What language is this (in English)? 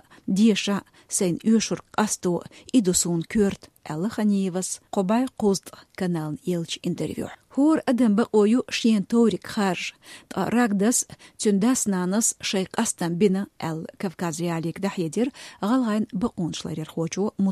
Chechen